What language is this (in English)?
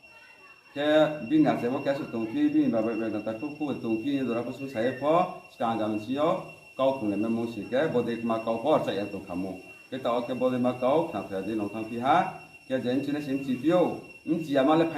Riang (India)